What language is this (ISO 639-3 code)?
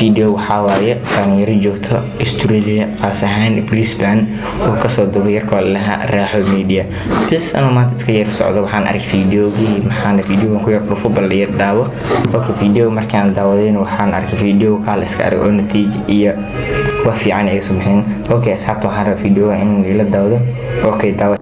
som